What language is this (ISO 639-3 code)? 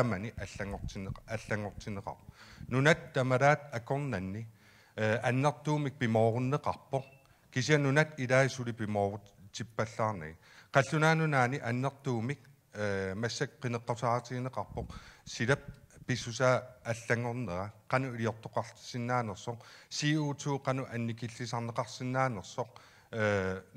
kal